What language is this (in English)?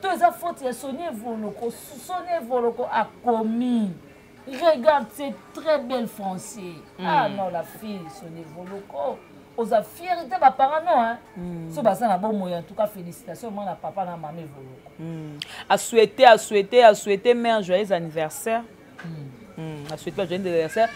Lingala